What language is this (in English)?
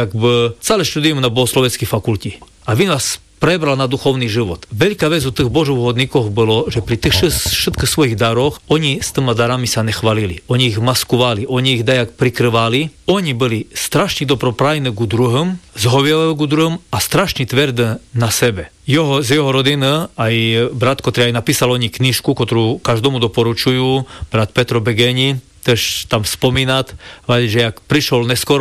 Slovak